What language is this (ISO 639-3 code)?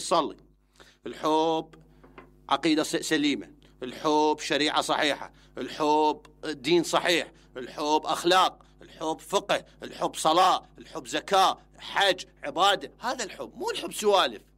acm